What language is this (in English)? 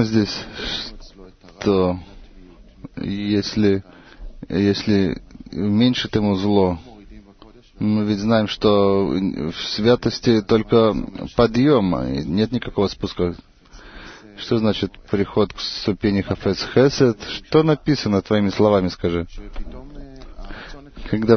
Russian